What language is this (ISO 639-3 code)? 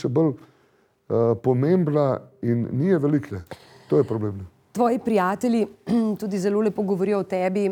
slv